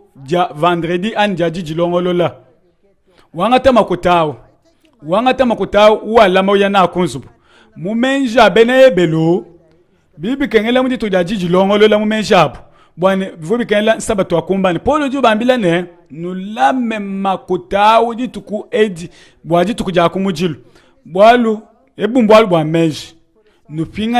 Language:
Luba-Lulua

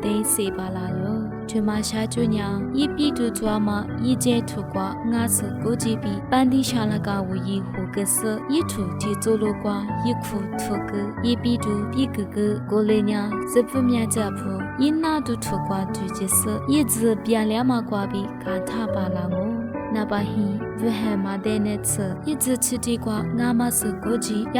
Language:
Lisu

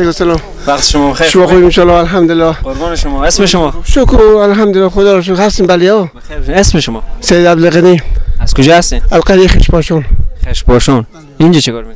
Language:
Persian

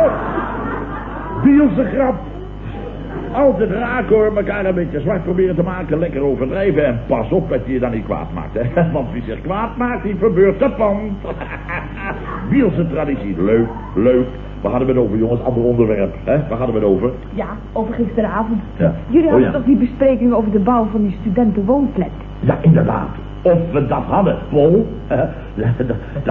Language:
Dutch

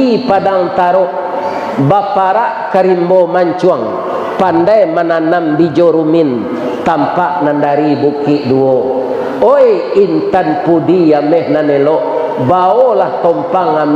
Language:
Minangkabau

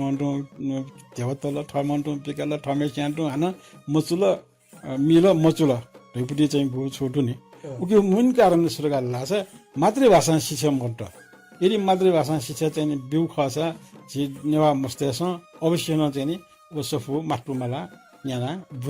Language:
Newari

